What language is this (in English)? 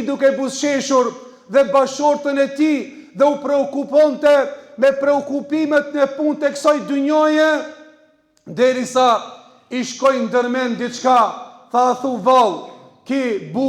Albanian